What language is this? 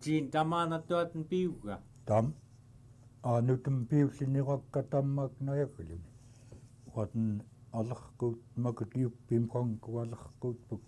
Central Yupik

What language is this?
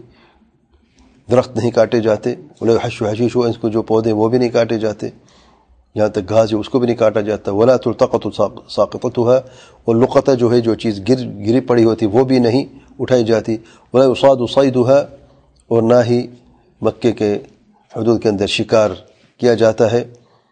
Urdu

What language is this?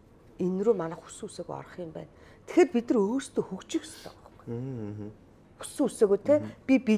Mongolian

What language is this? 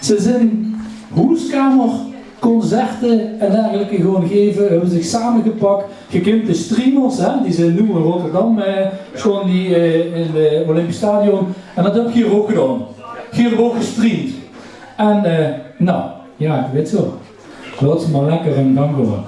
Limburgish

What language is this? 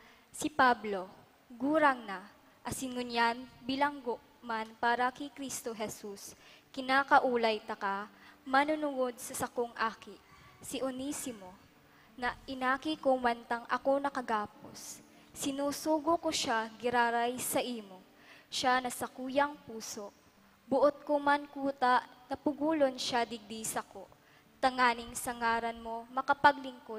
Bikol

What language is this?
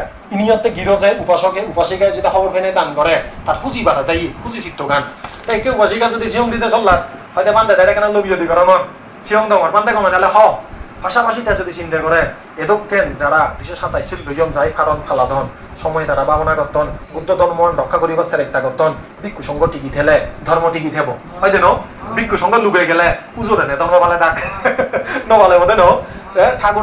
Chakma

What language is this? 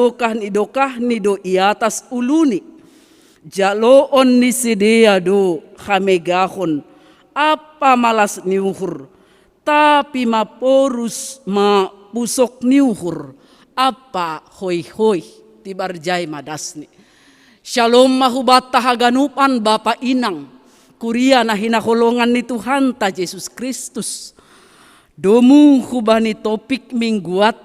Batak Simalungun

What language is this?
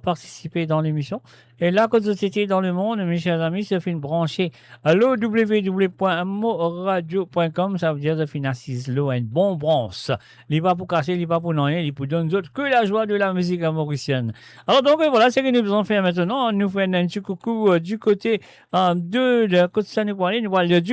Morisyen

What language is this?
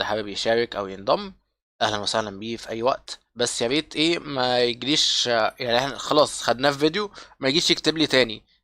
Egyptian Arabic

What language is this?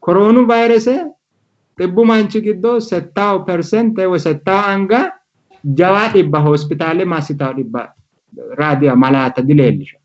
Sidamo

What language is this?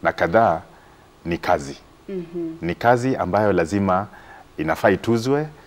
Swahili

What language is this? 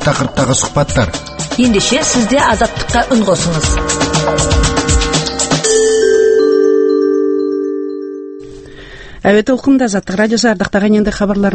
Kazakh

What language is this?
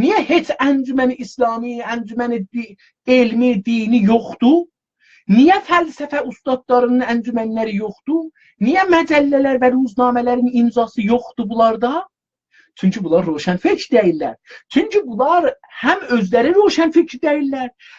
South Azerbaijani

